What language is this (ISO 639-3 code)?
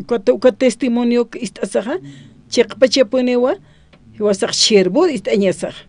aym